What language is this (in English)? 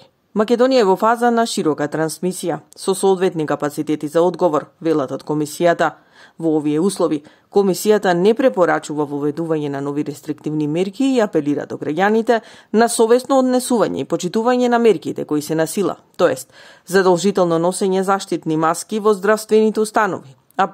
Macedonian